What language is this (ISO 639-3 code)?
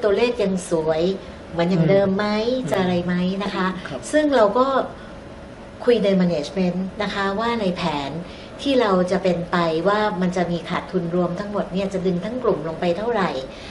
tha